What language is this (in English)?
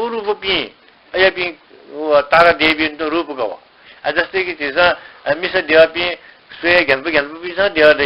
Newari